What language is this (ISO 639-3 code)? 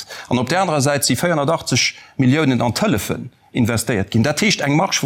ltz